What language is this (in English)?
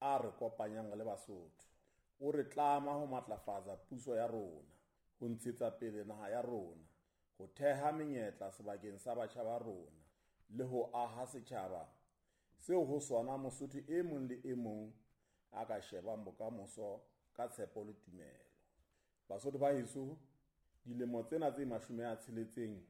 Southern Sotho